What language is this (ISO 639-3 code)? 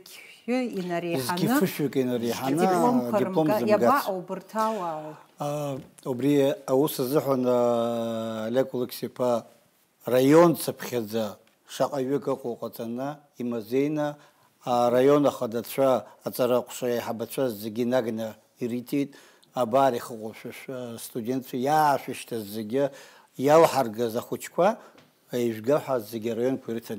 abk